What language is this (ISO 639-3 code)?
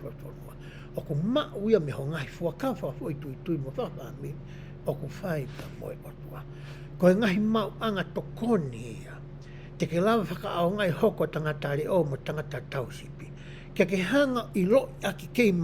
ton